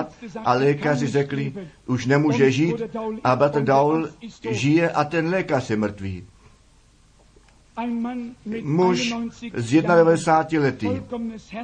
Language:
Czech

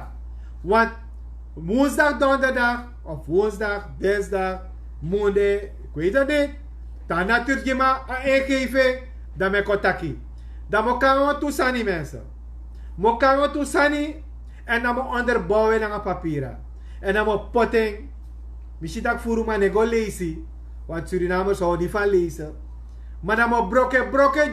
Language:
Sranan Tongo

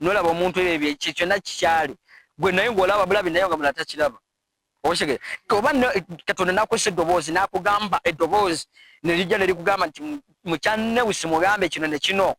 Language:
Ganda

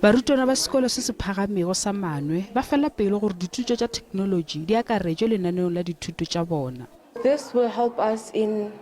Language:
Northern Sotho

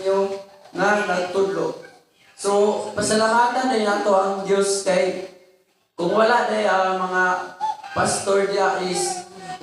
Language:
Cebuano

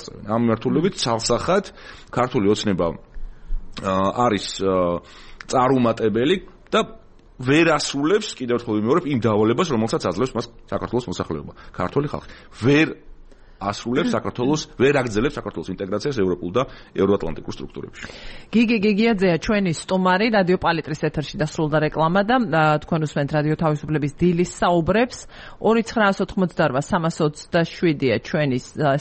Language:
Georgian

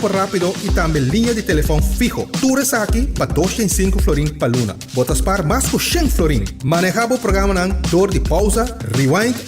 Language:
Papiamento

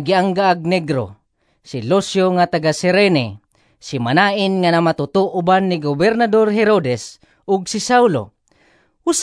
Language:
Cebuano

